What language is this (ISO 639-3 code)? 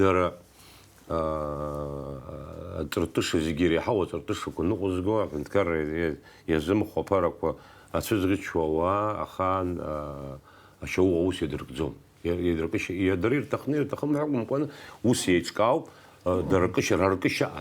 abk